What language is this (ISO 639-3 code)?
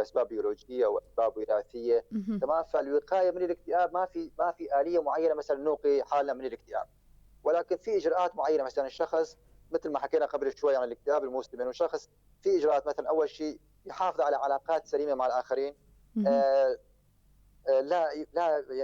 apc